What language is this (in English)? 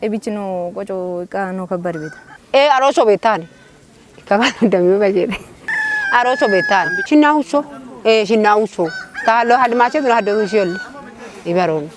Kafa